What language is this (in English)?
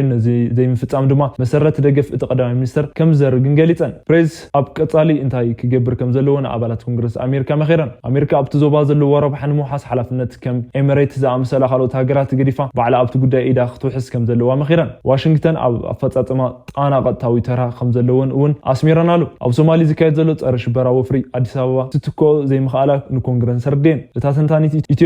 Tigrinya